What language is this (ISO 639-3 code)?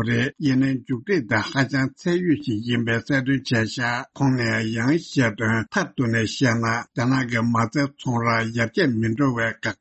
bod